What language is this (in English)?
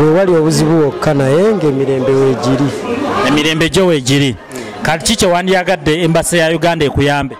Ganda